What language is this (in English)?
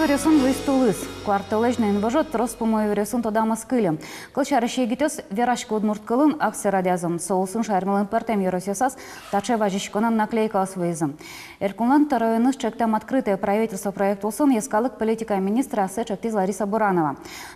Udmurt